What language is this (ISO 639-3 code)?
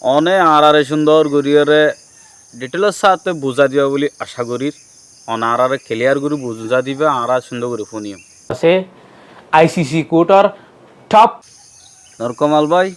rhg